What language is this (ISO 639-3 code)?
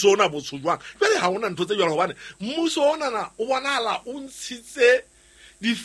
sot